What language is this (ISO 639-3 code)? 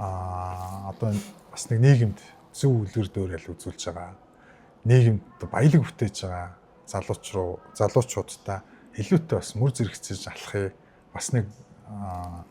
mon